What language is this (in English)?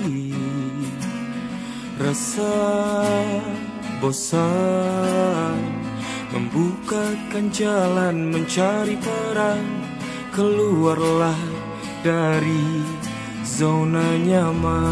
Indonesian